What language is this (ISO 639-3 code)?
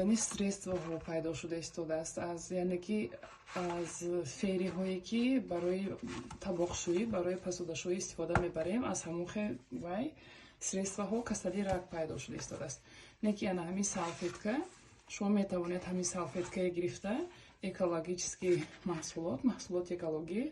tgk